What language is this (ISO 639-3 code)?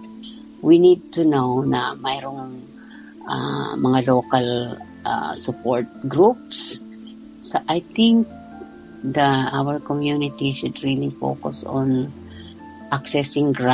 fil